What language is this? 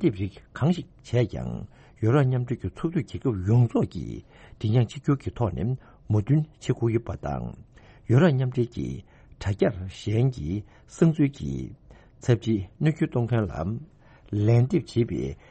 Tibetan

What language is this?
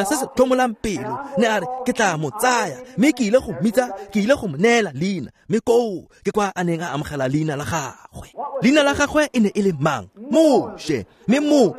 Tswana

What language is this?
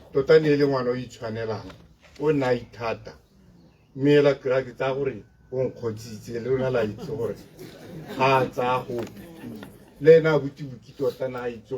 Tswana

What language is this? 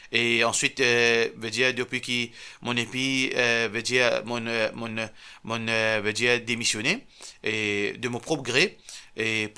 Morisyen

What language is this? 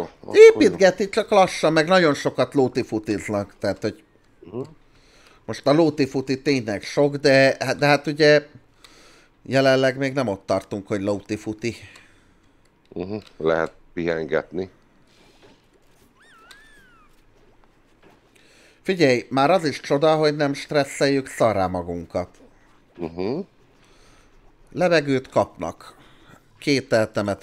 Hungarian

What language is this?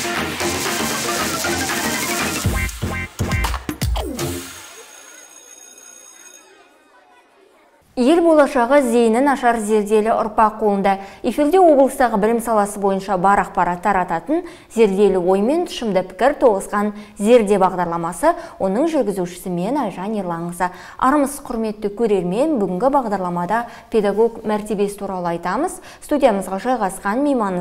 Kazakh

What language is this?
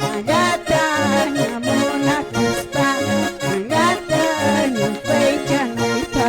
Quechua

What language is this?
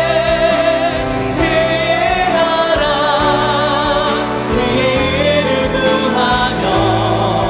Korean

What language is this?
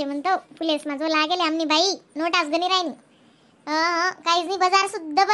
Khandesi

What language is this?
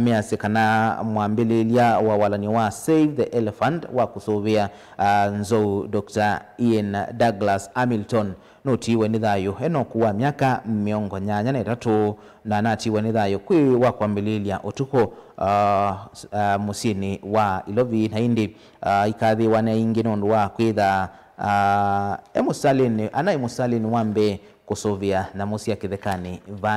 Kamba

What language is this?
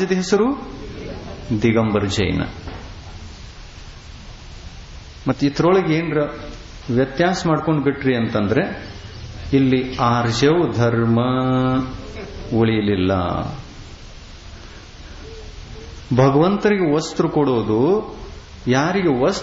Kannada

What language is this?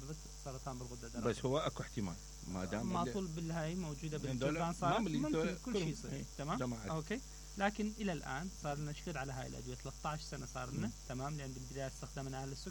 Mesopotamian Arabic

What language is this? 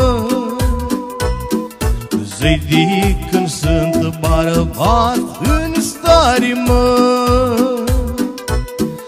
Romanian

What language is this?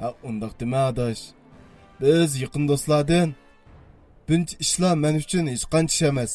Uyghur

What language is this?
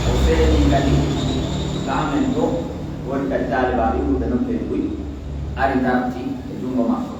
Pular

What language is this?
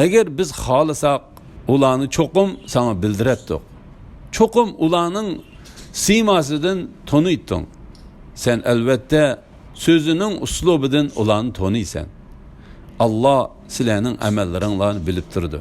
Uyghur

